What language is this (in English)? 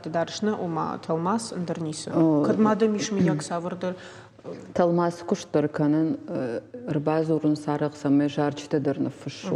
Ossetic